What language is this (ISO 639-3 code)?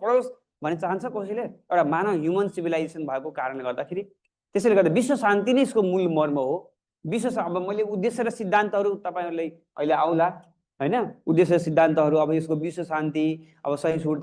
nep